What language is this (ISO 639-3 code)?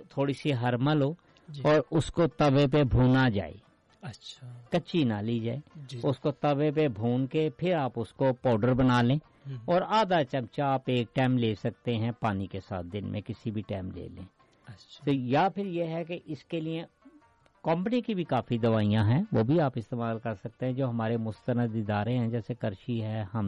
urd